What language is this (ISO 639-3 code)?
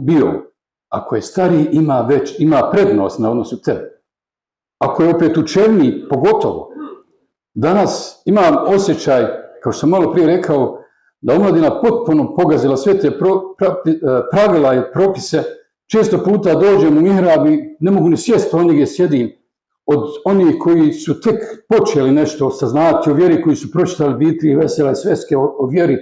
bos